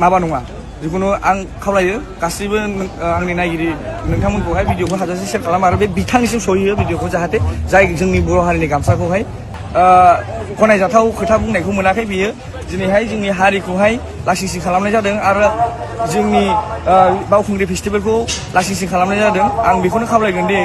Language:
Bodo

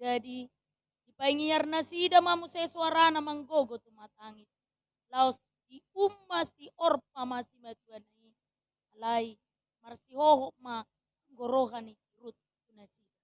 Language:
Batak Toba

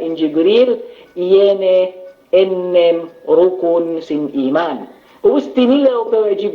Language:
Yakan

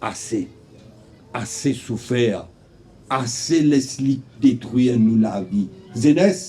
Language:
Morisyen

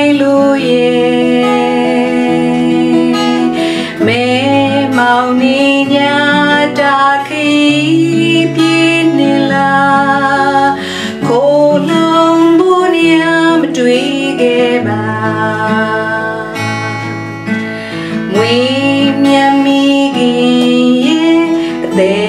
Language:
Burmese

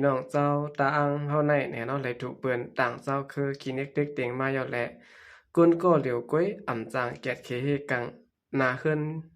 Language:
Shan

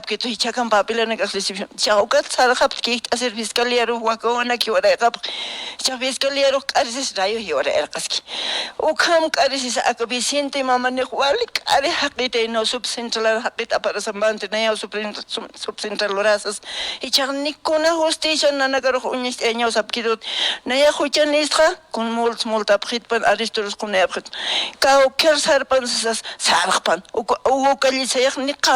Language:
Aymara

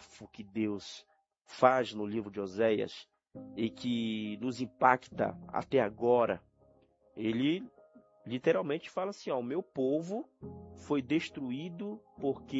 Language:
Portuguese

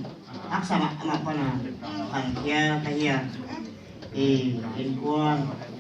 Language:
Tedim Chin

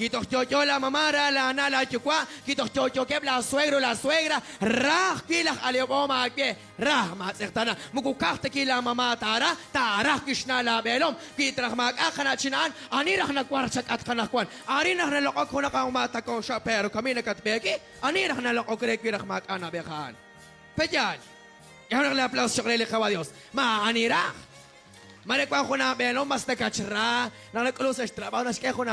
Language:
Kekchí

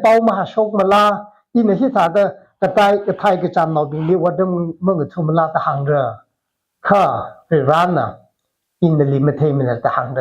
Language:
Tangkhul Naga (India)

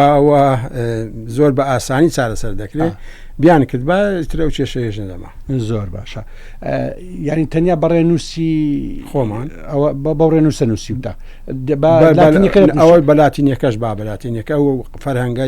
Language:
Central Kurdish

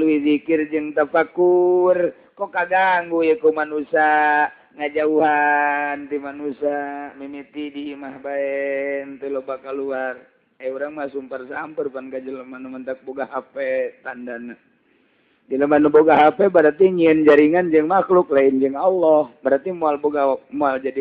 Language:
Sundanese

